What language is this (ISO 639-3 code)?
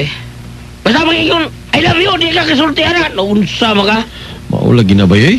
ceb